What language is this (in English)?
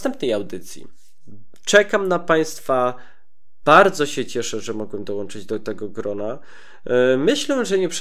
Polish